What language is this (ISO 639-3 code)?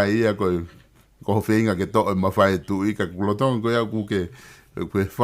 ton